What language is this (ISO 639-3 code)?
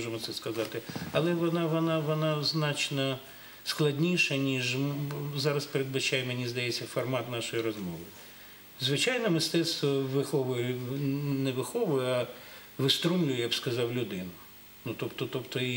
ukr